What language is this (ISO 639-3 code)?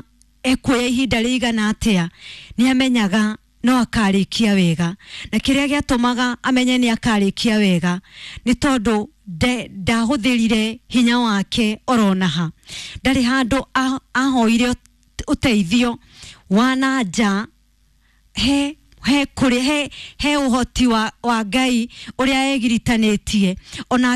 kik